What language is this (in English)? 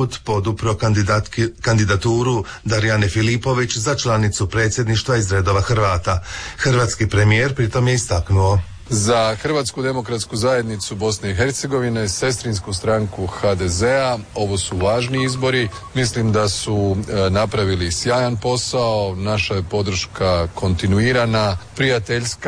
Croatian